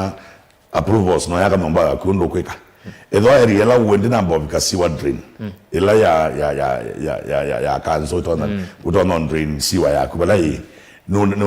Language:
Kamba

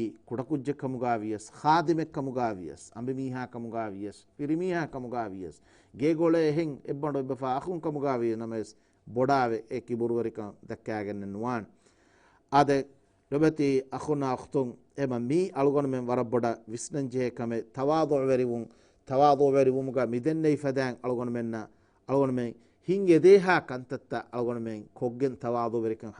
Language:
Divehi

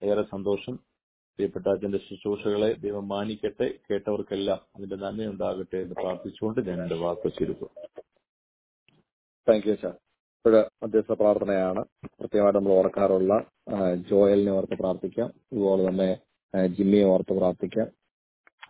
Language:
Malayalam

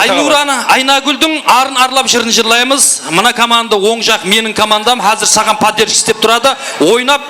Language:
Kara-Kalpak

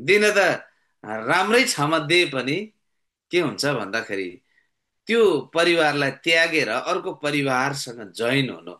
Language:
Nepali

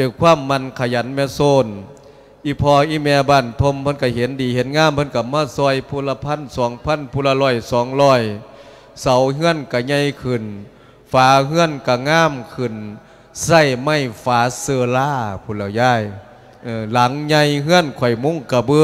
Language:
Lao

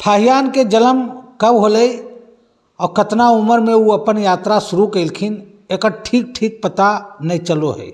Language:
Magahi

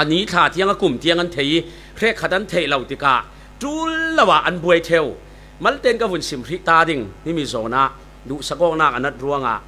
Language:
Falam Chin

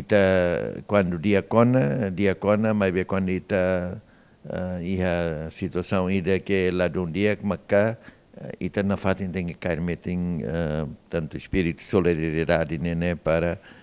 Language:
Tetum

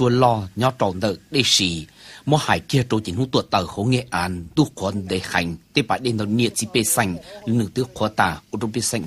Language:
Vietnamese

